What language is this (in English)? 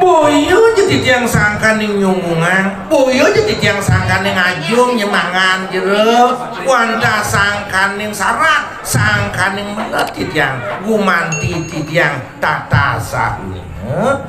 Balinese